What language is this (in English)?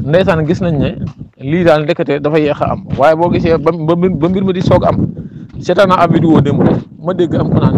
Wolof